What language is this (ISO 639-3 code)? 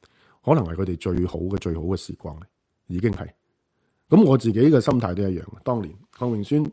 yue